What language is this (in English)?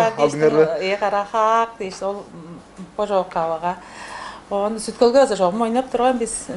Tuvinian